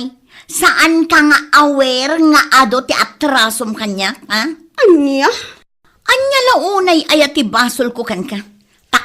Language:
Iloko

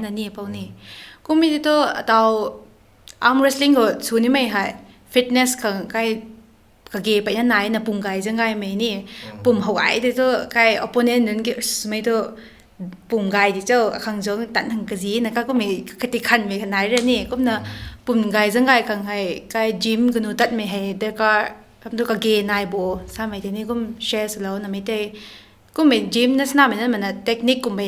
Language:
Rongmei Naga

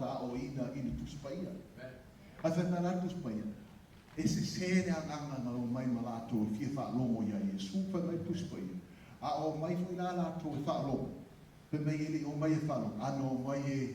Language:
Samoan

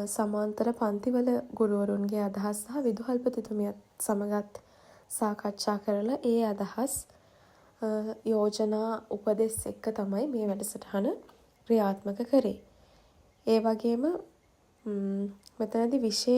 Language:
Sinhala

